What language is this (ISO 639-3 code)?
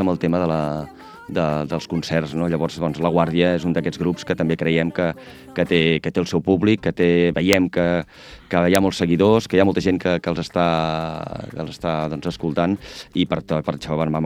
cat